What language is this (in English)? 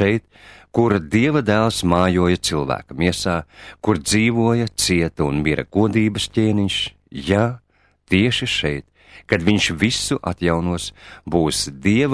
Latvian